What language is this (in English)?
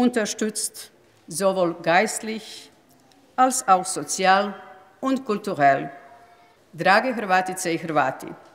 Croatian